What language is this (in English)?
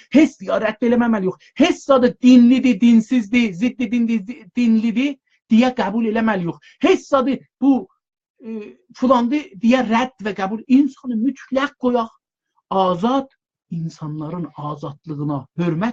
South Azerbaijani